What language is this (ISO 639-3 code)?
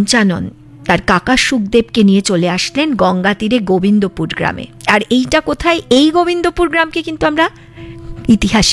ben